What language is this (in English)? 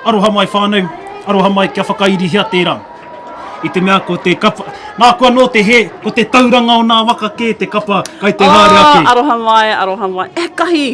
Māori